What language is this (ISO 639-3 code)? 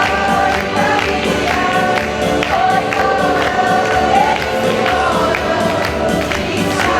nap